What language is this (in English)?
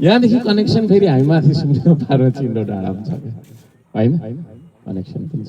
Nepali